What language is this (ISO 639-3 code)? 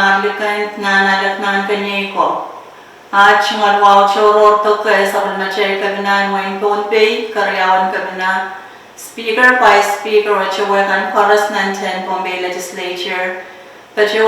pon